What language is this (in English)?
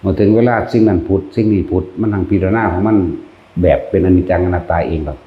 Northeastern Thai